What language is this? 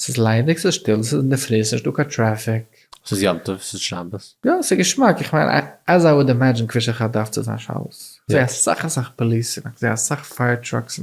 Yiddish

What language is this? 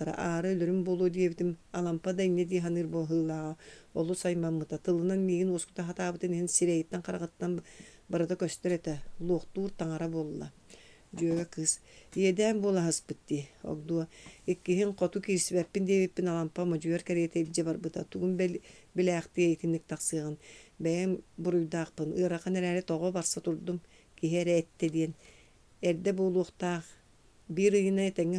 Yakut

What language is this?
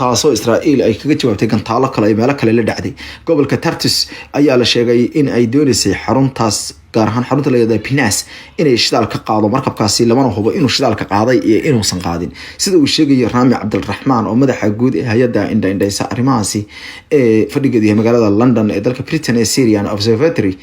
Somali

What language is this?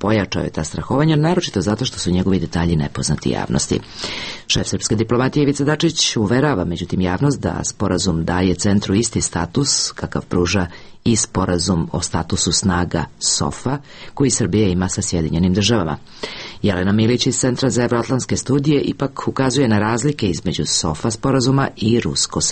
Serbian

